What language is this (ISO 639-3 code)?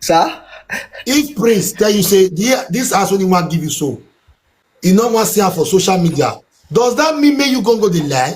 pcm